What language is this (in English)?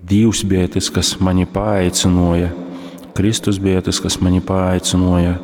Latgalian